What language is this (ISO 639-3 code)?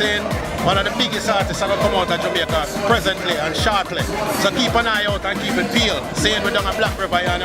jam